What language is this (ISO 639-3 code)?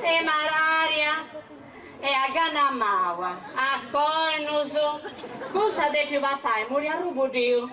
srd